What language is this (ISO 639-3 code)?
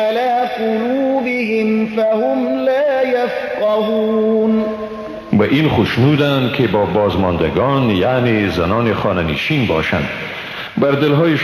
fas